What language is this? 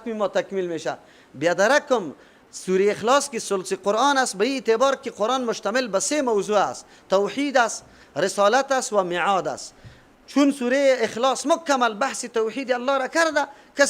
Persian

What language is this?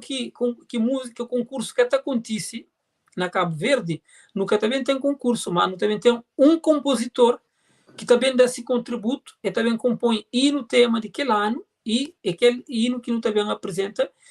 Kabuverdianu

